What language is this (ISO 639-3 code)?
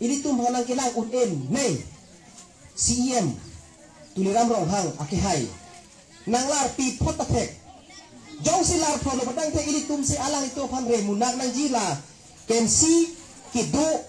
mjw